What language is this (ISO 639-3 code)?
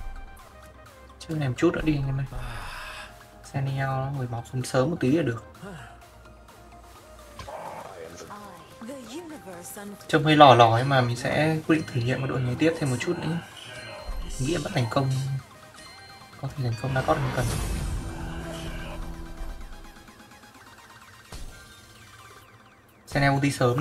vie